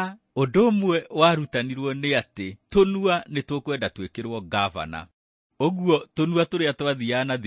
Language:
Kikuyu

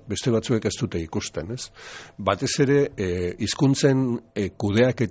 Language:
Basque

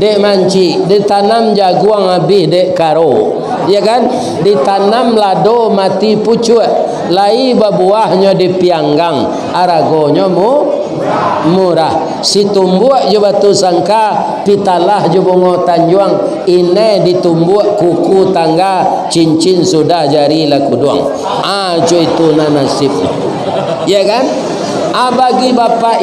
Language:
Minangkabau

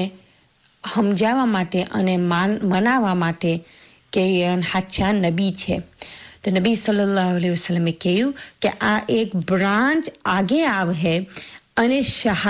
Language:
Gujarati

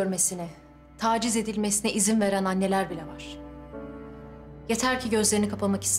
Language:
Turkish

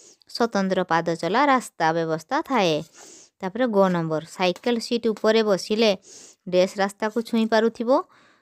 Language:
Odia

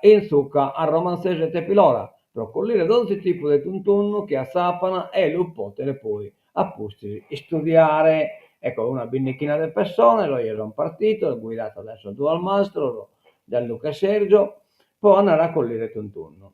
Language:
Sardinian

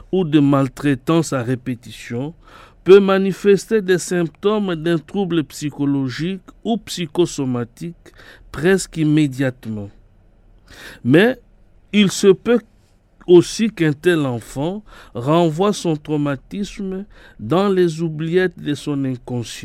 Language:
French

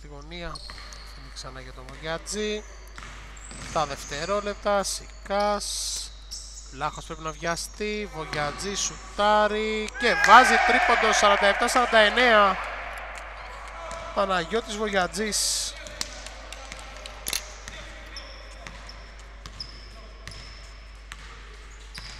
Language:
Greek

